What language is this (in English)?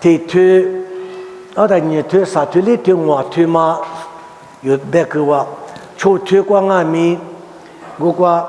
Lisu